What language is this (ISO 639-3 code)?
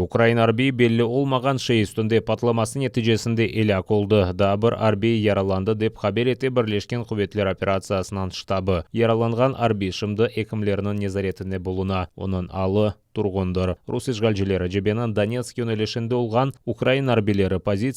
crh